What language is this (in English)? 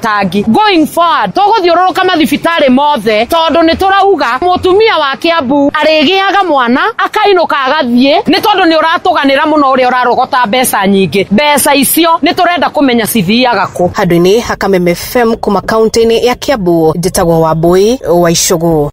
Kikuyu